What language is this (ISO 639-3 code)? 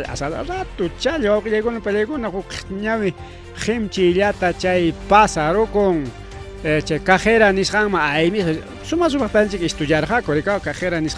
quy